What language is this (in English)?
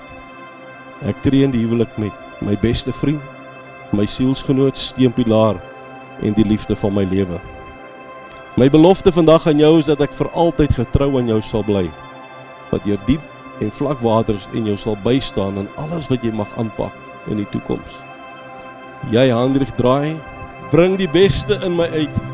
Afrikaans